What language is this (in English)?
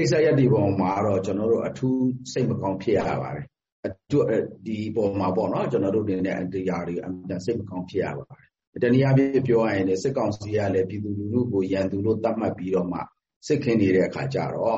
Burmese